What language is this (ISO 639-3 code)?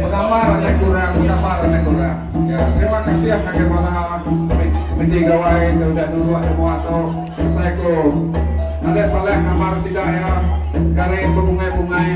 iba